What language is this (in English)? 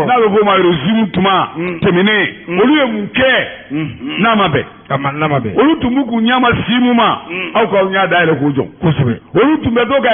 Bambara